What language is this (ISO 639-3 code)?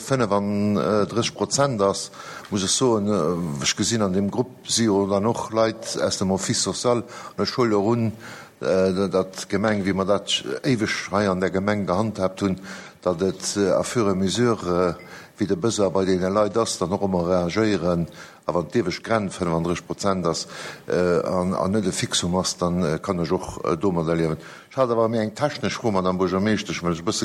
ltz